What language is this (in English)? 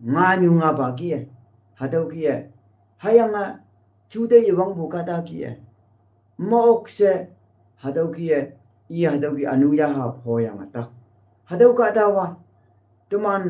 Konyak Naga